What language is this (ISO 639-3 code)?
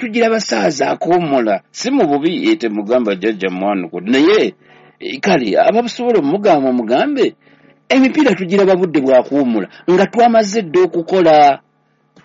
lug